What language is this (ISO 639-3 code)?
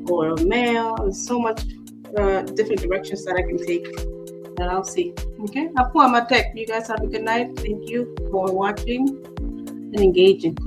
ach